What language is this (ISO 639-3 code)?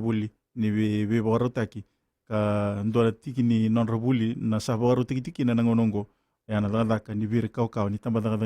fij